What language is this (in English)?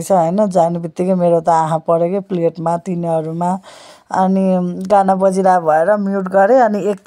Nepali